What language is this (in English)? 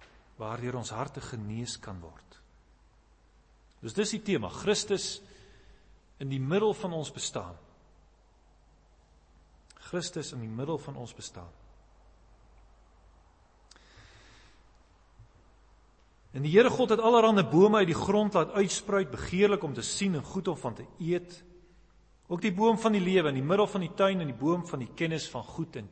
Afrikaans